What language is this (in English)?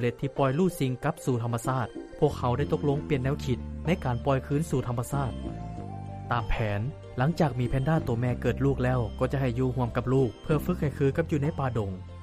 Lao